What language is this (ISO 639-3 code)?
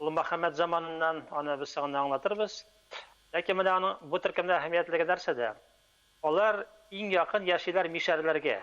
tat